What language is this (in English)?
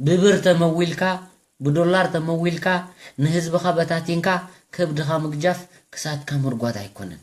Tigrinya